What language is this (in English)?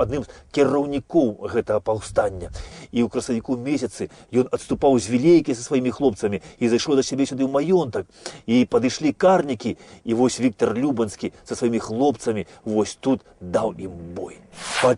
Belarusian